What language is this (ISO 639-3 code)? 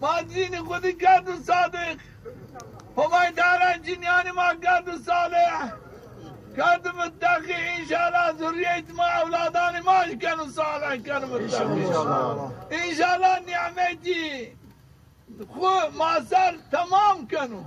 zza